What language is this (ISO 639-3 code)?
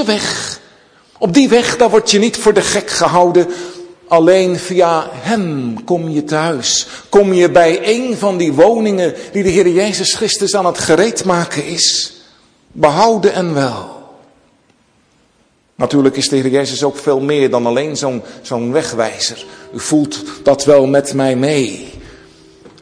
nld